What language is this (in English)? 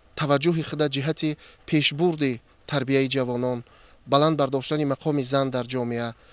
Tajik